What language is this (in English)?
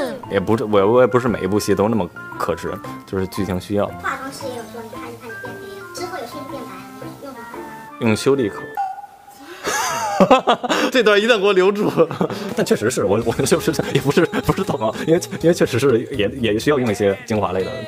Chinese